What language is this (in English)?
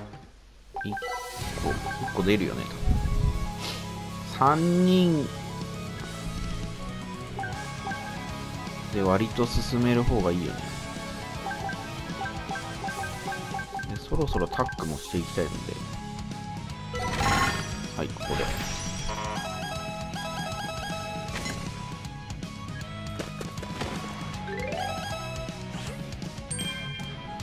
Japanese